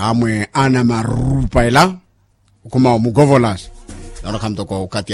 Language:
Makhuwa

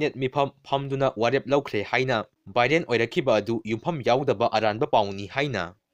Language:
Manipuri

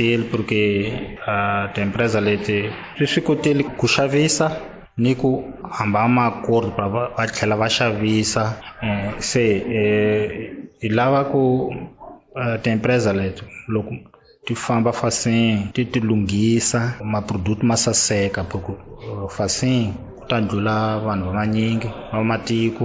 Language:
Tsonga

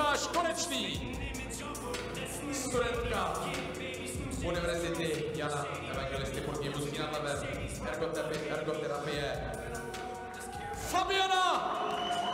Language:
Czech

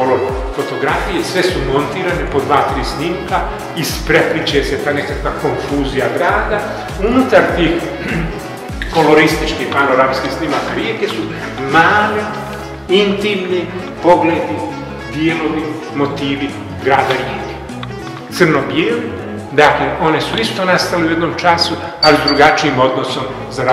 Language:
Croatian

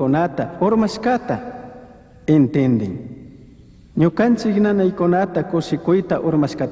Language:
Chimborazo Highland Quichua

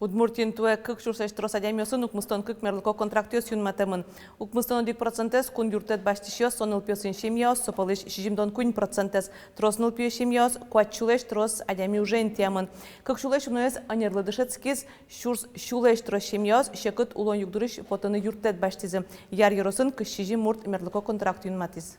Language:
Udmurt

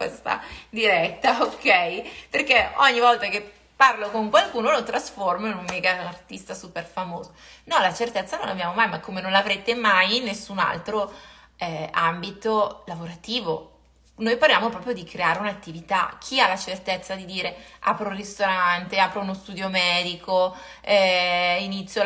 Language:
Italian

